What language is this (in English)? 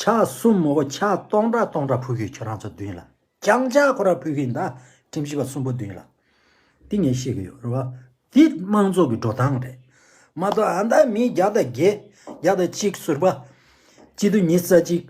Tibetan